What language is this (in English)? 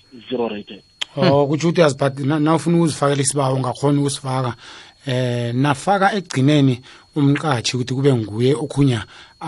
South Ndebele